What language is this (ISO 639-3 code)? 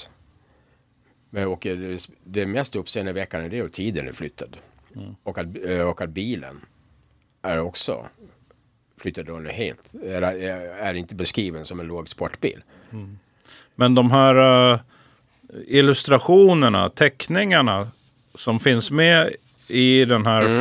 swe